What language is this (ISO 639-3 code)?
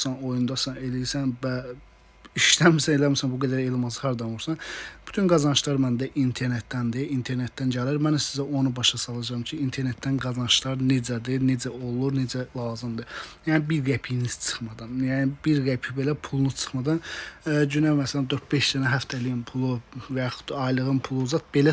aze